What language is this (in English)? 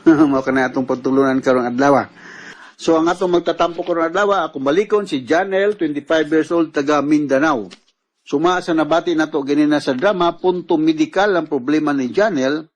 Cebuano